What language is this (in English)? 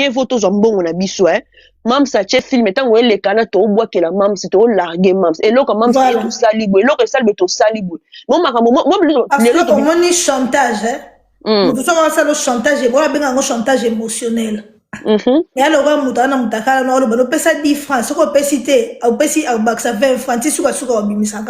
Lingala